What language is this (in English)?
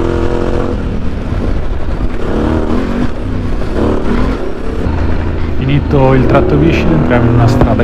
Italian